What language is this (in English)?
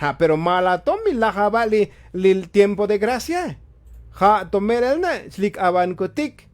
Tzotzil